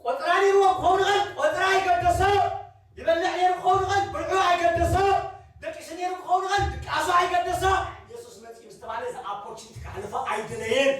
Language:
Tigrinya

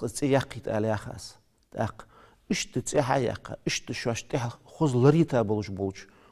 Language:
Ingush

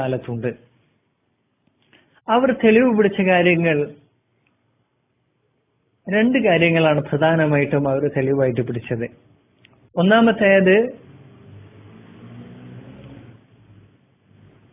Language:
Malayalam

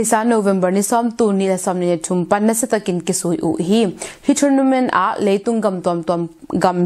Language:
Tedim Chin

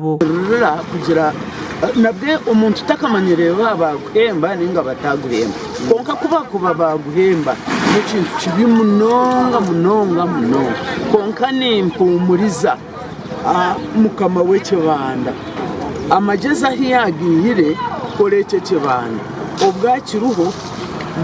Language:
Nyankole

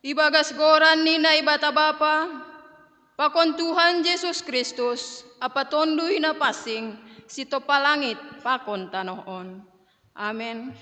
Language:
Batak Simalungun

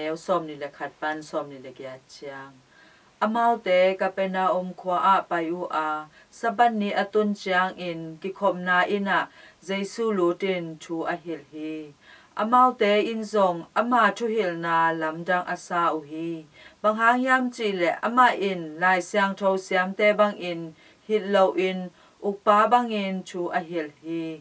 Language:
Tedim Chin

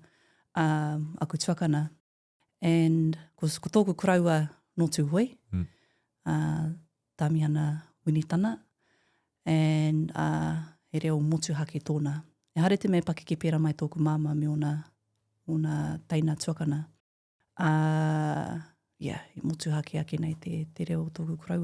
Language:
Māori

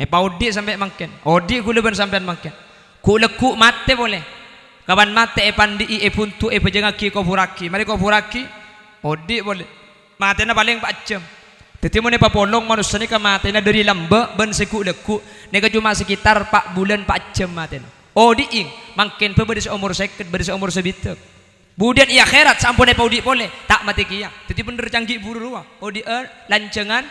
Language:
Madurese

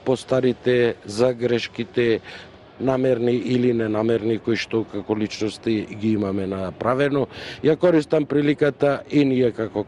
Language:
Macedonian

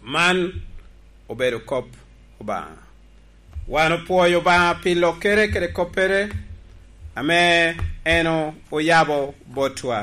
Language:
Lango (Uganda)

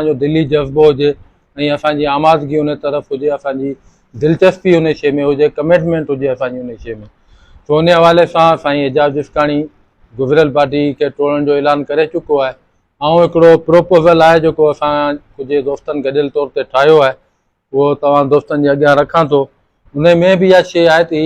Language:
Sindhi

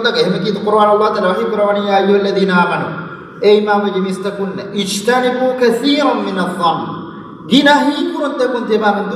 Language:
Divehi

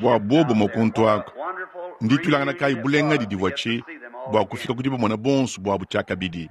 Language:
Luba-Lulua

